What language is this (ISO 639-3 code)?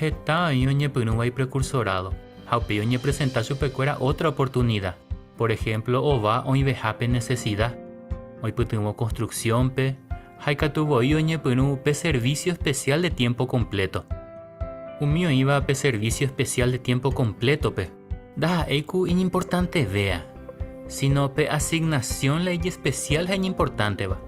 grn